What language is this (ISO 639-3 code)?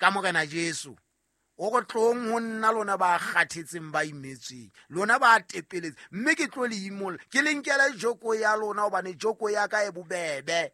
sot